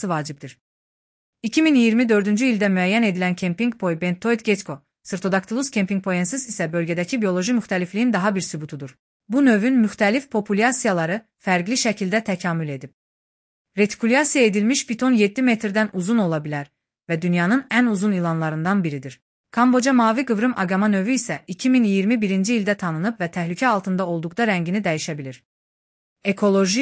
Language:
Azerbaijani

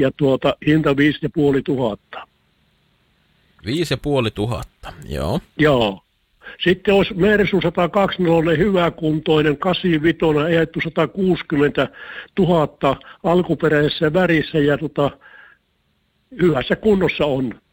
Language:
Finnish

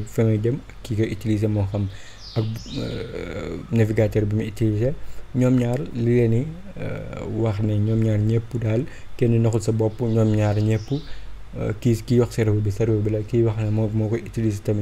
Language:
Wolof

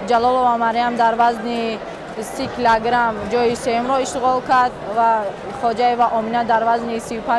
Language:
Tajik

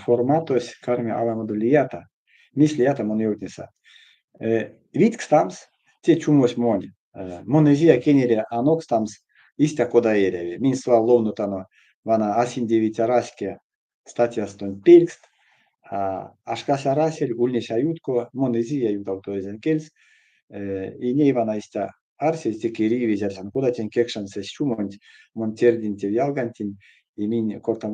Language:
Erzya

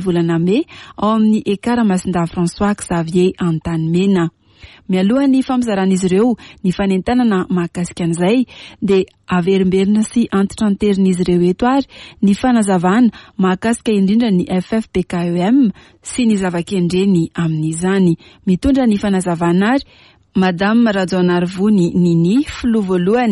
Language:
Malagasy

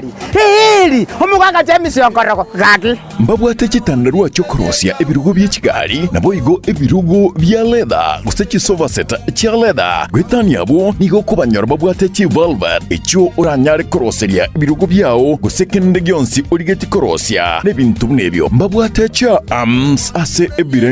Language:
Gusii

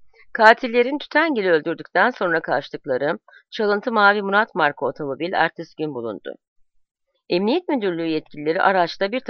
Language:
Turkish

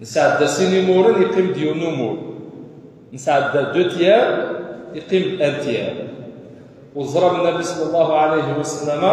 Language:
Kabyle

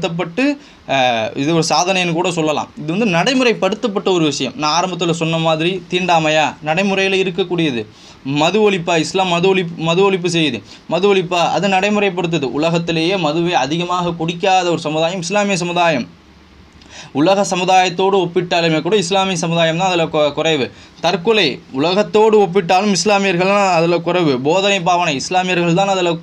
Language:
Tamil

